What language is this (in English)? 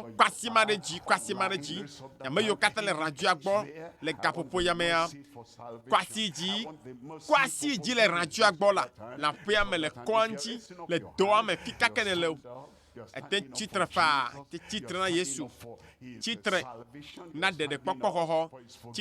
Ewe